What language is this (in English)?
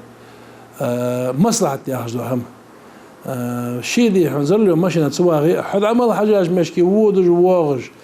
Ingush